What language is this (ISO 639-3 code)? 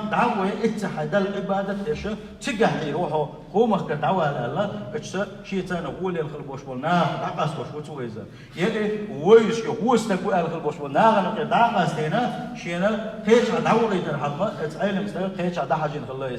che